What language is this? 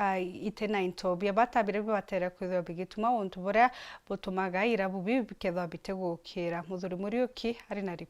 Meru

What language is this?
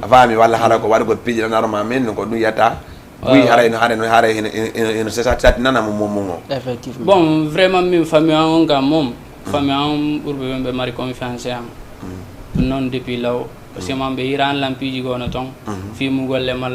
Fula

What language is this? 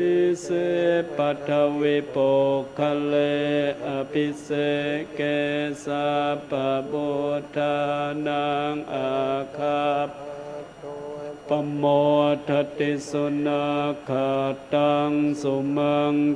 Pali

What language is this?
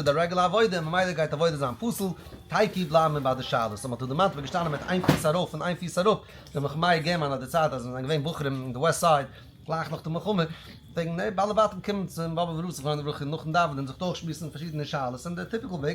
Yiddish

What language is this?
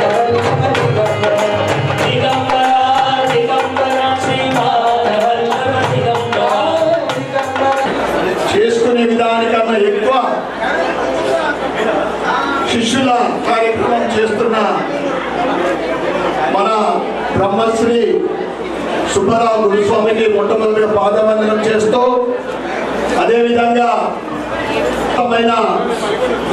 Telugu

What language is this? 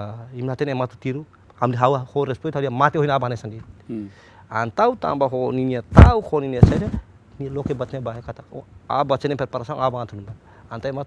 Tetum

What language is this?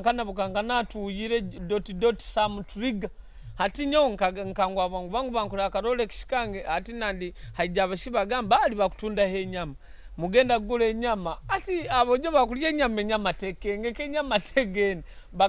Nyoro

